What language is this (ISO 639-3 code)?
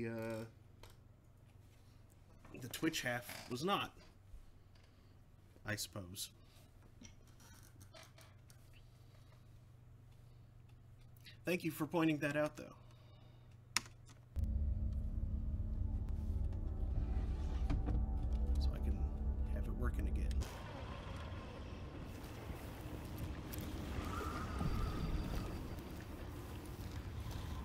eng